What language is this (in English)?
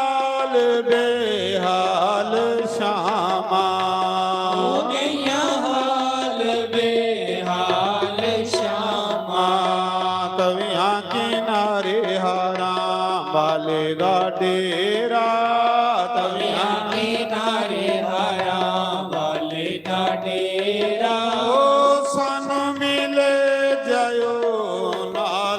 Dogri